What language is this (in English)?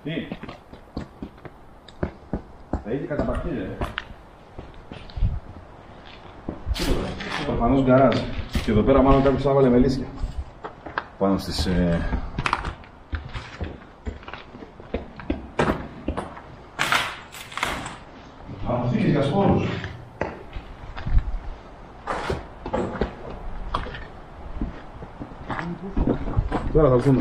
Greek